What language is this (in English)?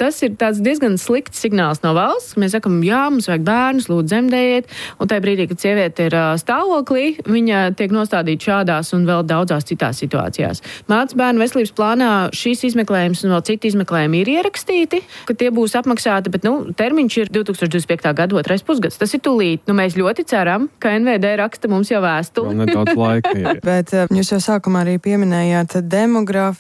Latvian